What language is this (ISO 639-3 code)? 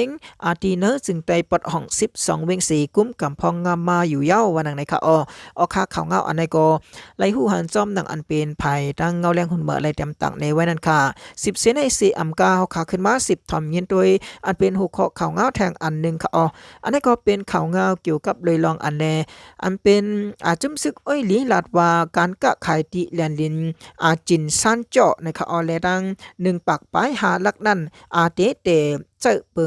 shn